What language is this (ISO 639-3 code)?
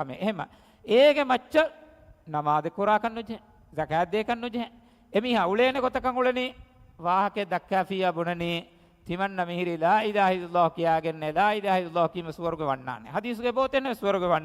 div